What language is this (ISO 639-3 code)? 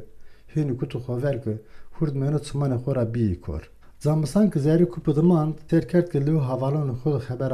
zza